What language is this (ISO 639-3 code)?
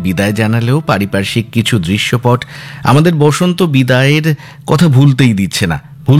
ben